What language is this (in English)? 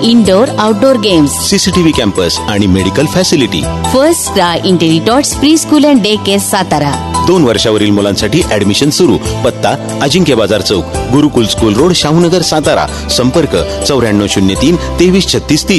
Marathi